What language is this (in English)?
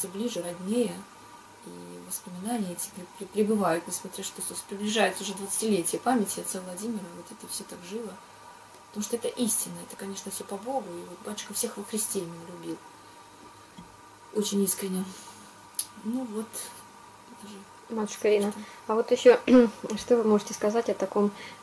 Russian